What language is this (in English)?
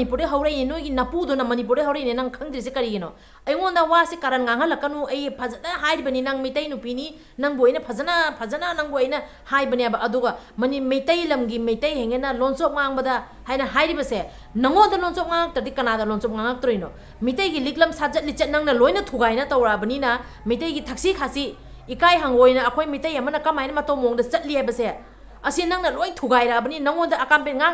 Manipuri